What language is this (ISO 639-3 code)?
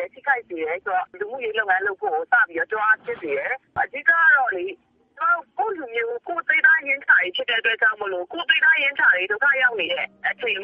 mya